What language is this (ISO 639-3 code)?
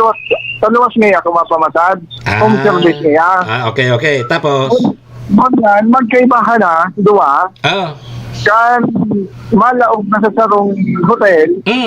bik